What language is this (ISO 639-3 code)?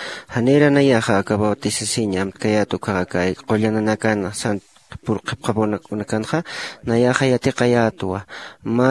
aym